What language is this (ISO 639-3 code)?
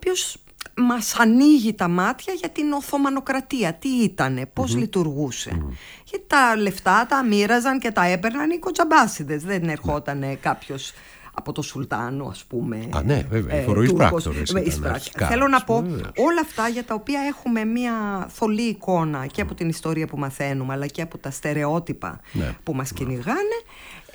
ell